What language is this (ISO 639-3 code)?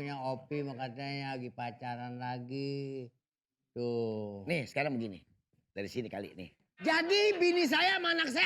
bew